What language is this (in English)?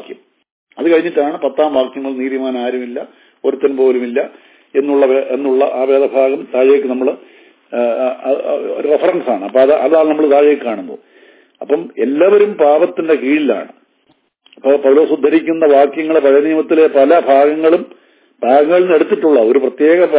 Malayalam